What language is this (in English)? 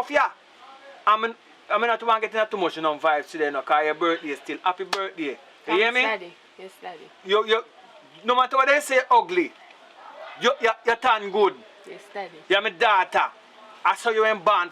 Jamaican Creole English